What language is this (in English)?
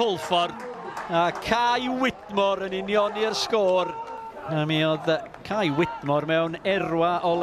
Welsh